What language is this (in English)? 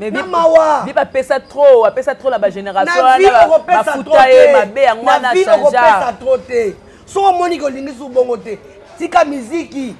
Lingala